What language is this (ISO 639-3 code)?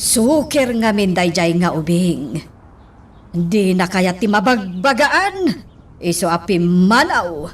ilo